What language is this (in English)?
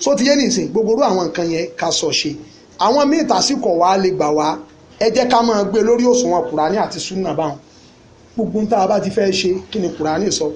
Yoruba